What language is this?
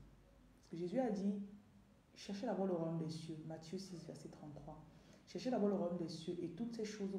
French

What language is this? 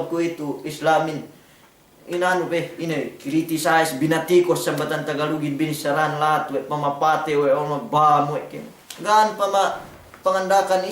Yakan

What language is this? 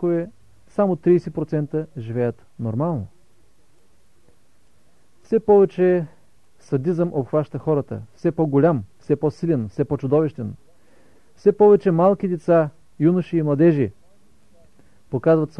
Bulgarian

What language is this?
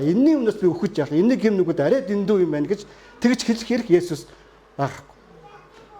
Mongolian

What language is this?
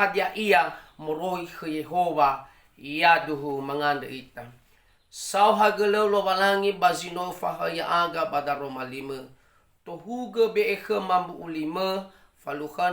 Nias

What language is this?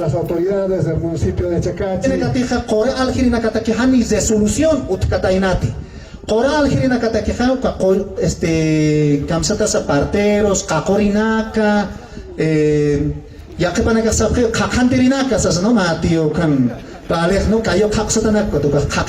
Aymara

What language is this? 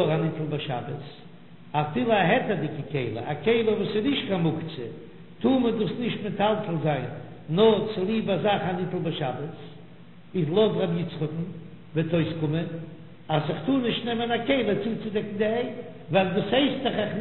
Yiddish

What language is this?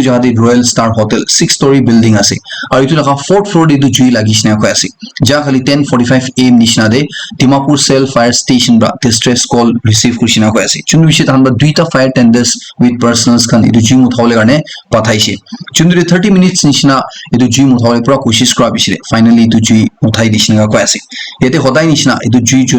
Naga Pidgin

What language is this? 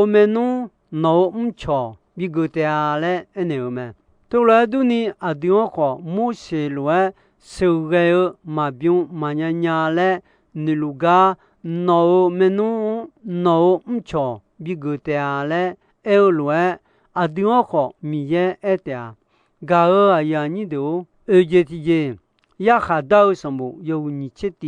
Akha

